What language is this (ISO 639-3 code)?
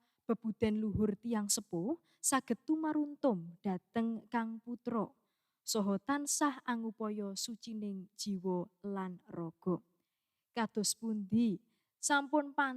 jav